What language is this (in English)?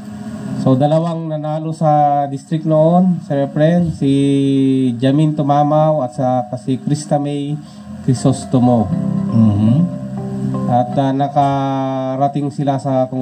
Filipino